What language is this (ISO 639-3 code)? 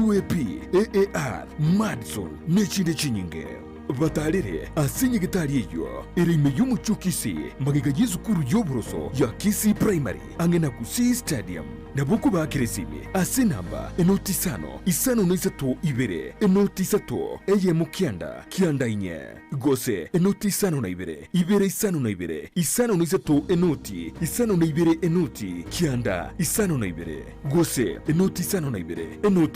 guz